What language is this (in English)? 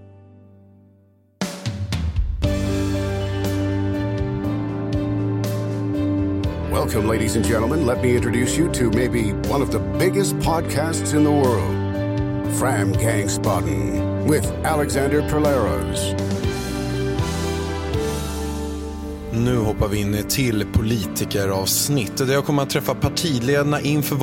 Swedish